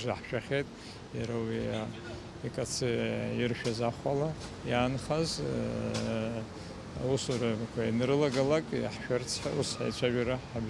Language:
Abkhazian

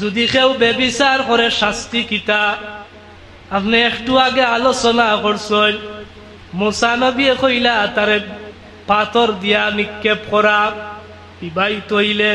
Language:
Sylheti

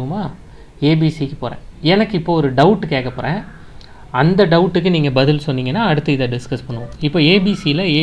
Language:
Tamil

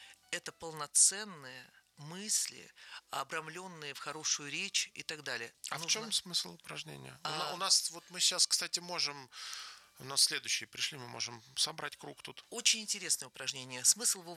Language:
Russian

